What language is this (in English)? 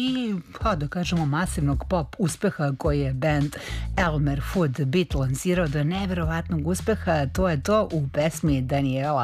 Serbian